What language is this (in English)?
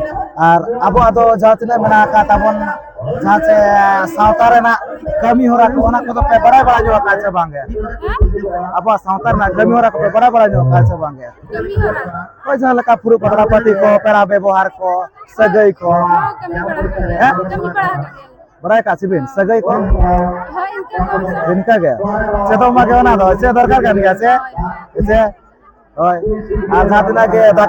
Santali